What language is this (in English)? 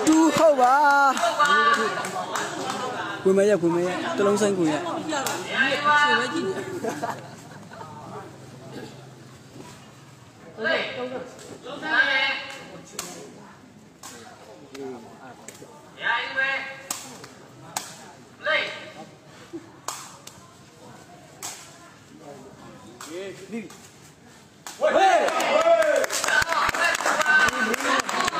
Burmese